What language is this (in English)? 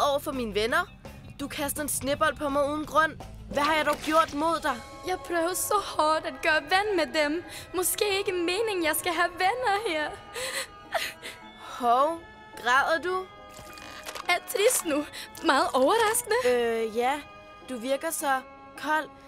Danish